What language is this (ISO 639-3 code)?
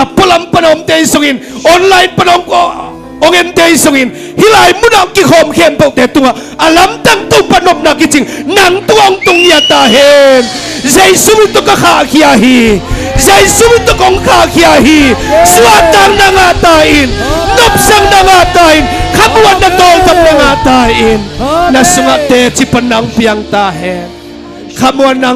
ctd